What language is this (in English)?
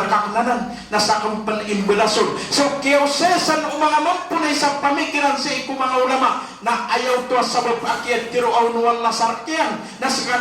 Maranao